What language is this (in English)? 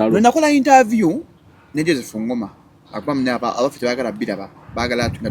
Ganda